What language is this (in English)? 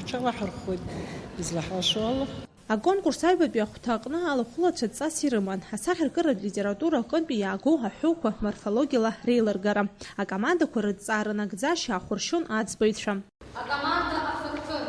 Abkhazian